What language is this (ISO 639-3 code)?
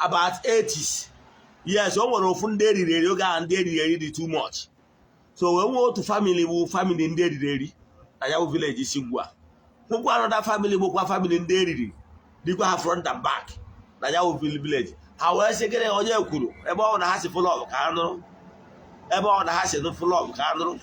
ibo